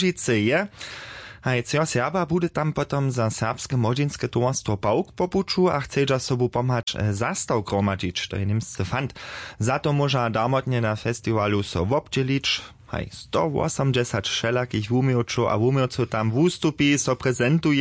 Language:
Upper Sorbian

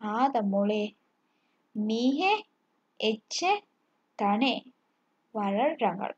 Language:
Divehi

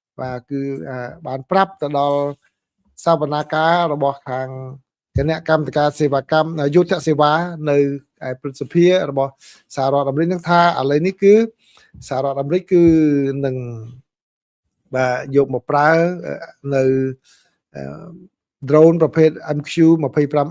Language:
Khmer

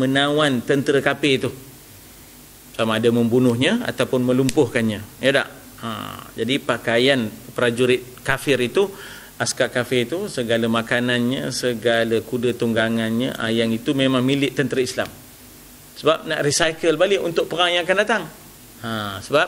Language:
Malay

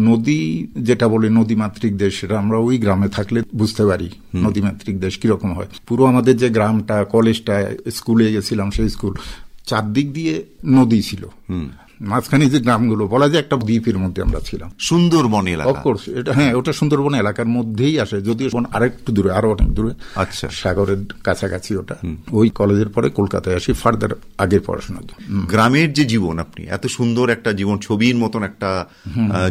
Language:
Bangla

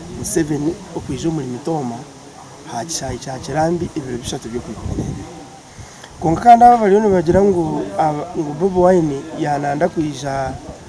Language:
Nyankole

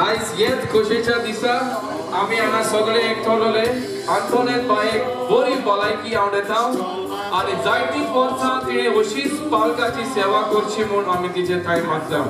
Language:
Konkani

